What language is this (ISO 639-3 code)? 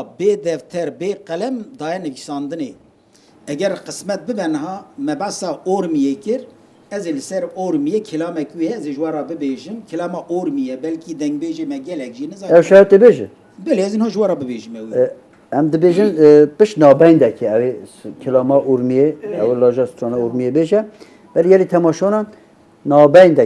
kur